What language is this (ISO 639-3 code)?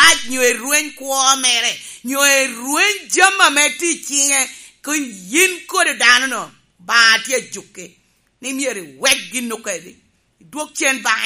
laj